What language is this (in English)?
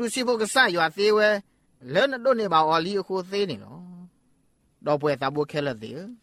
Burmese